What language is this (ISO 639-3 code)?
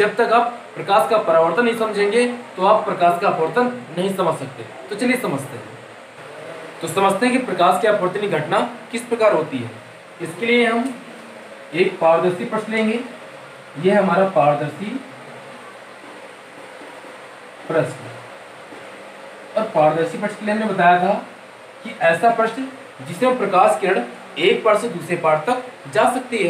hin